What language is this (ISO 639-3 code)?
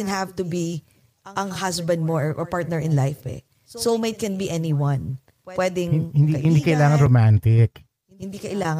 fil